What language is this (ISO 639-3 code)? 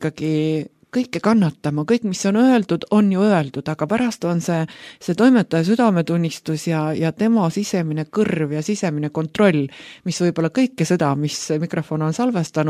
est